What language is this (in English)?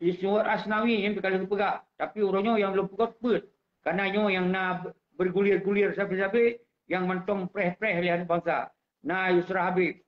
Achinese